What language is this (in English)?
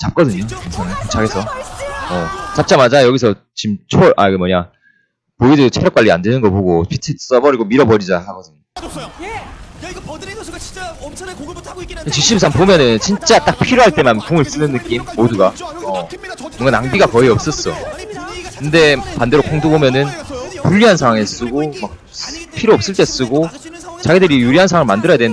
Korean